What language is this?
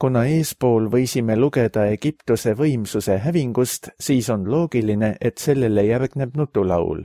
Estonian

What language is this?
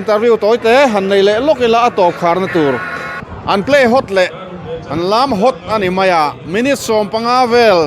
Mizo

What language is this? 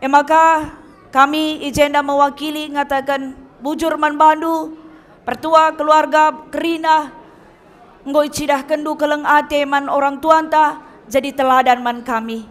Batak Karo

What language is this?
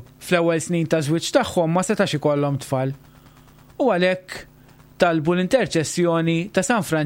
Maltese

